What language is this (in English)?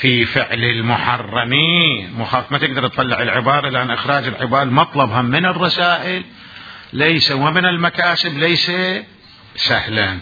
Mesopotamian Arabic